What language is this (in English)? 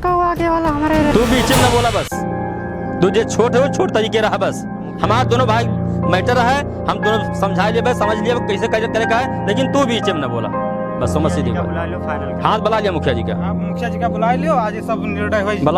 Awadhi